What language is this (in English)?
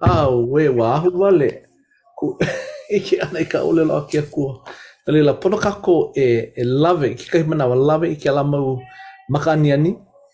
Hawaiian